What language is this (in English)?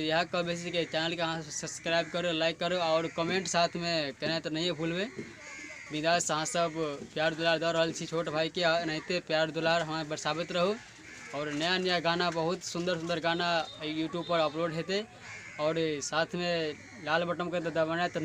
Maithili